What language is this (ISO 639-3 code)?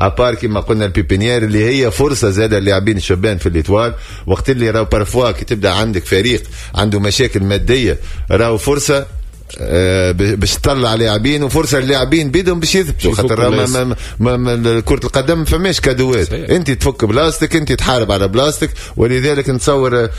aeb